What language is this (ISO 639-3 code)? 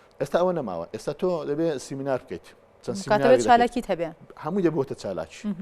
ckb